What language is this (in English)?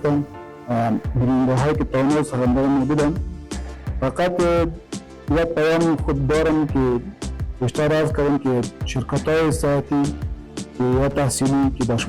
Persian